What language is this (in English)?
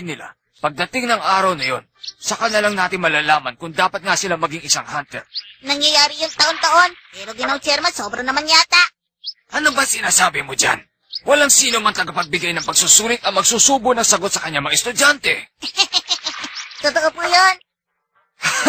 Filipino